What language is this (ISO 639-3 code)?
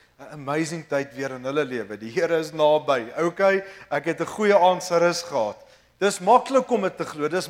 afr